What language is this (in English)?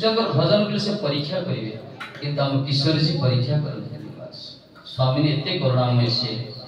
Odia